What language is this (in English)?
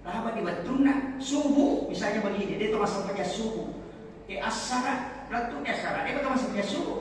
Buginese